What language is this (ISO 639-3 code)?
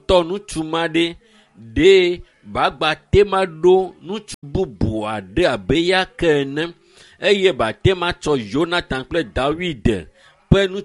ewe